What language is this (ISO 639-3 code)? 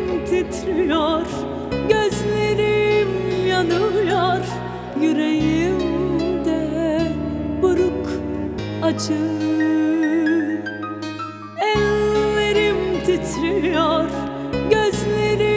tur